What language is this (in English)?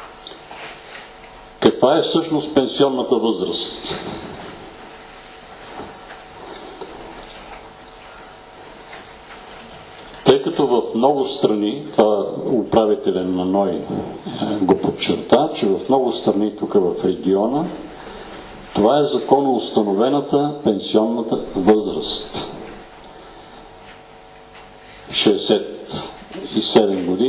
Bulgarian